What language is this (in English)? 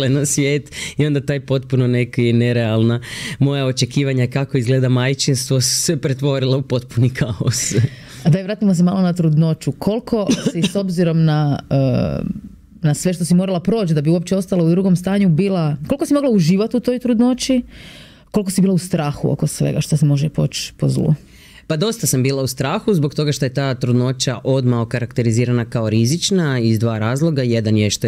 Croatian